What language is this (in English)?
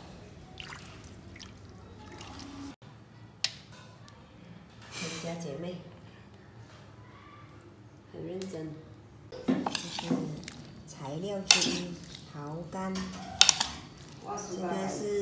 Chinese